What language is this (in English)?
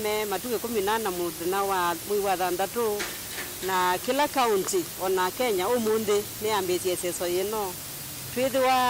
Kamba